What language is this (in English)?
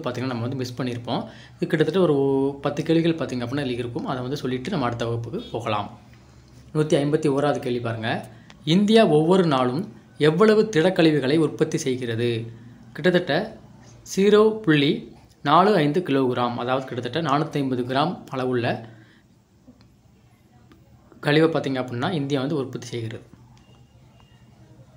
Tamil